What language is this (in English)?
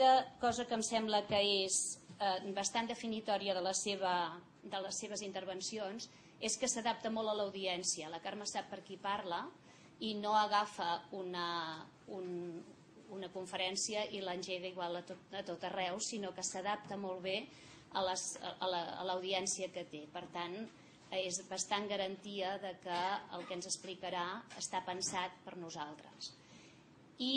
Catalan